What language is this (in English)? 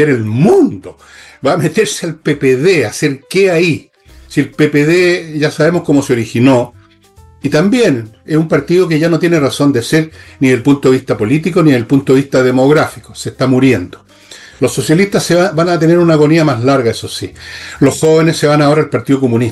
Spanish